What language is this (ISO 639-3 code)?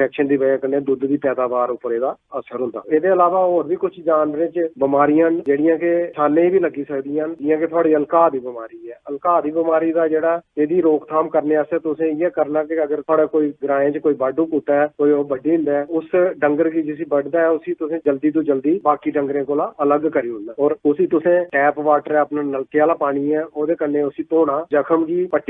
doi